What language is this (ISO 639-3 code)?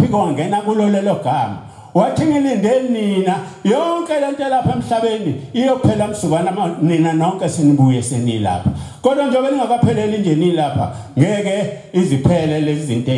zul